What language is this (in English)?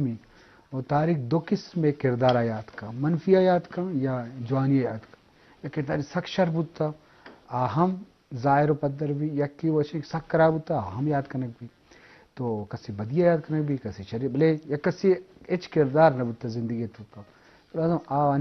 Eastern Balochi